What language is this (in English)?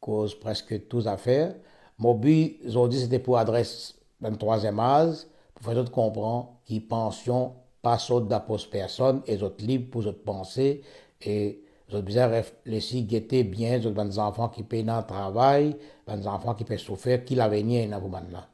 Morisyen